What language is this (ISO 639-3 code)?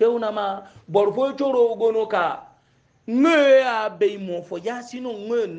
hau